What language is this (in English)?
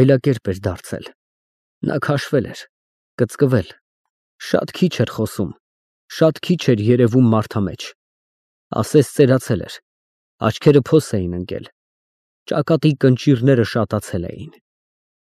Armenian